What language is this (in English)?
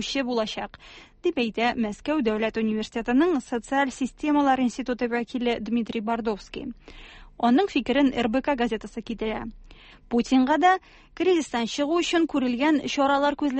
Tatar